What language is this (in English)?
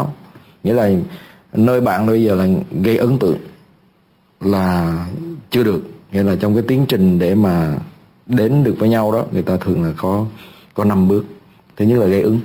Vietnamese